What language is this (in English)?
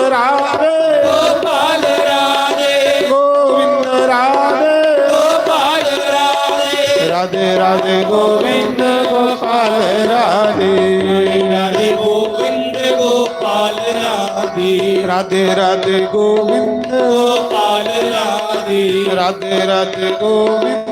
Dogri